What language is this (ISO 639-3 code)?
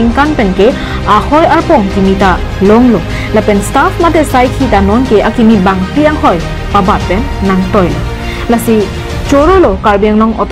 mjw